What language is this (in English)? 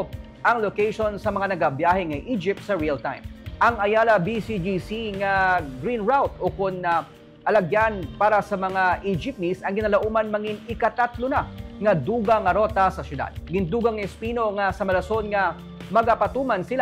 Hiligaynon